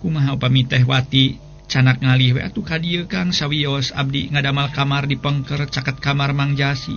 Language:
Sundanese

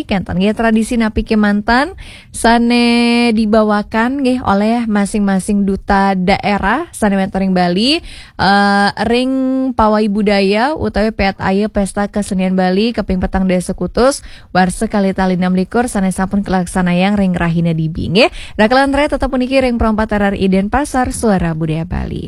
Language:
Balinese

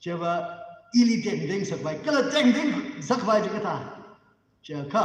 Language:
Tangkhul Naga (India)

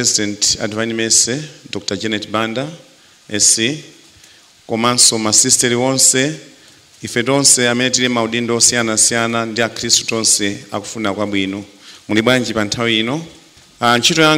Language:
Nyanja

